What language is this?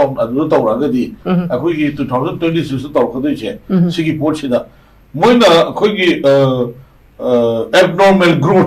Manipuri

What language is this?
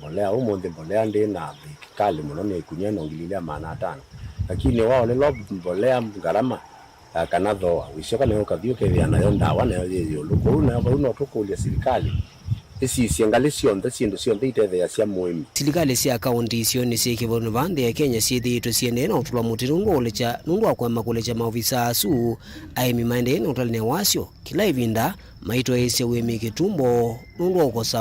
Kamba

